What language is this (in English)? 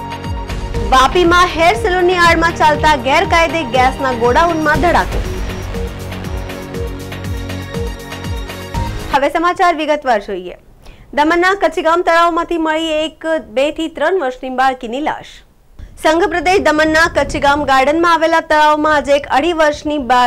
Gujarati